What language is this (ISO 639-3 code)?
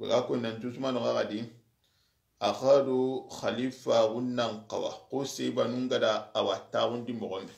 snk